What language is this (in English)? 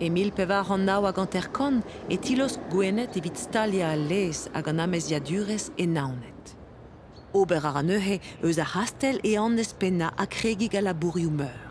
Breton